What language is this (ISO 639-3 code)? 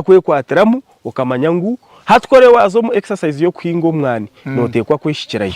nyn